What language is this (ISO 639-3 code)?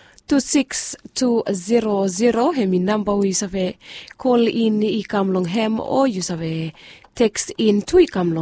bis